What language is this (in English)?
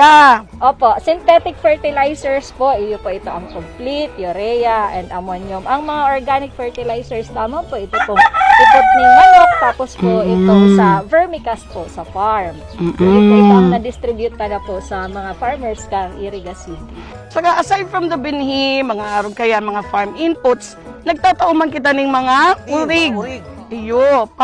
Bikol